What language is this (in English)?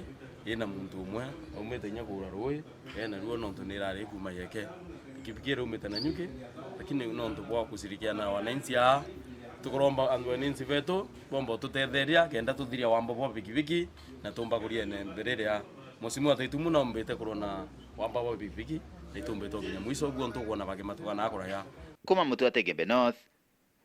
Meru